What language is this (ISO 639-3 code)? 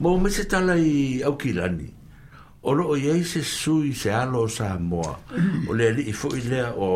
smo